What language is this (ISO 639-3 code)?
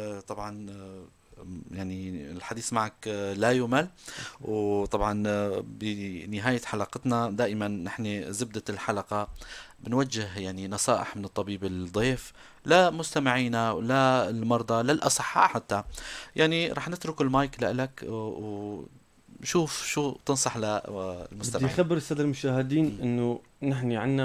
apc